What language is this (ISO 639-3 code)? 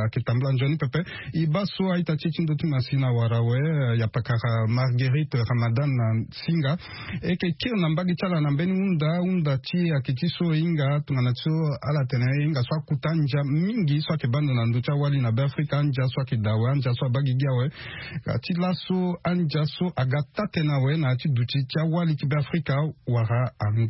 sag